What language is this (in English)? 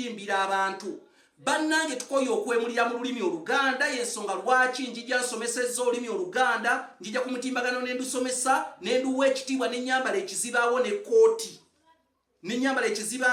Ganda